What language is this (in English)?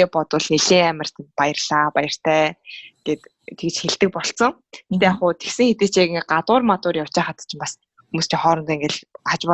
Mongolian